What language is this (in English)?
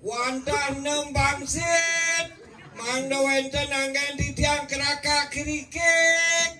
Balinese